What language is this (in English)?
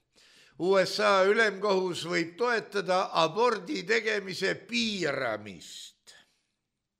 Estonian